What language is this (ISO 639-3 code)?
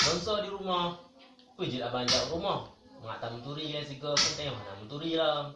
ace